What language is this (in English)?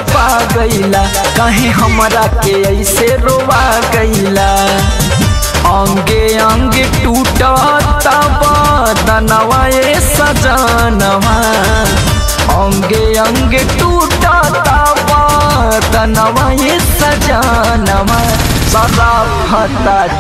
Bhojpuri